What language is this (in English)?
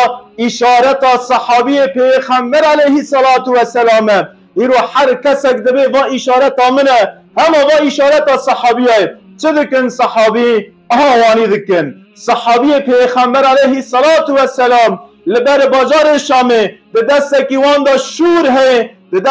Kurdish